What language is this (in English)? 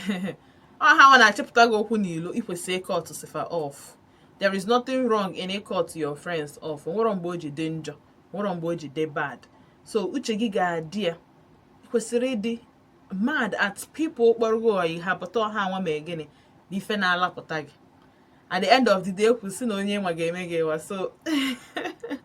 Igbo